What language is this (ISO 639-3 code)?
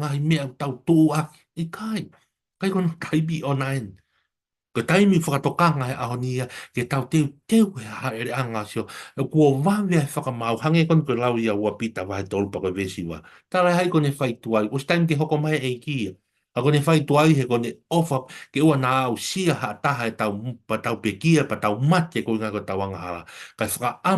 ton